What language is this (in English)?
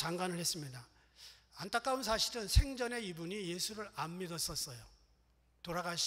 Korean